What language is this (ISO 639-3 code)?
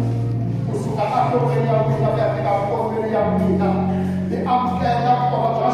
tso